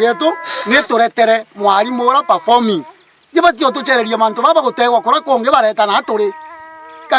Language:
Meru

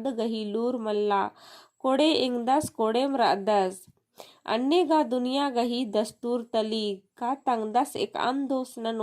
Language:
Kurukh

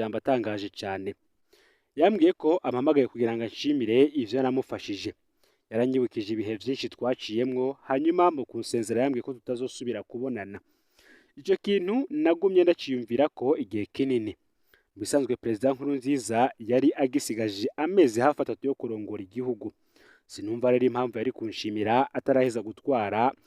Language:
Rundi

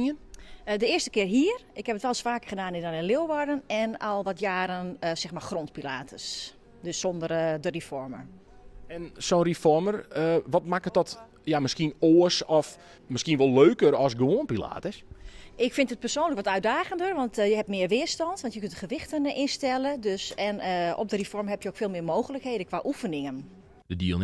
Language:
Western Frisian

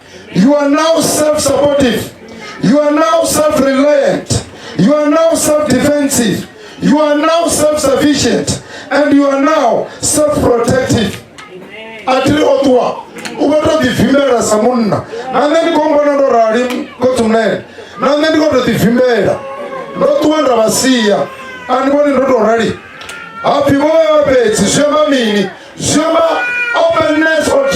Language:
Venda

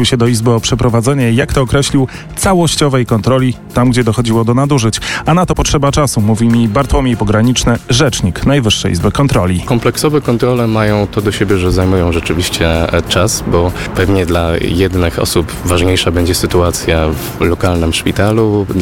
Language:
Polish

